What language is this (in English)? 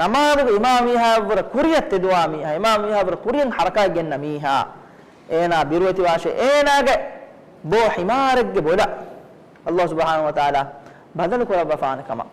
Divehi